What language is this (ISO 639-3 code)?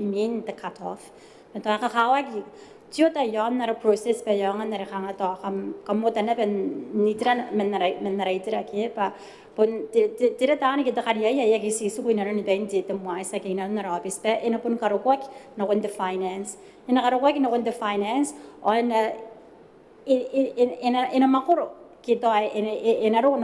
gil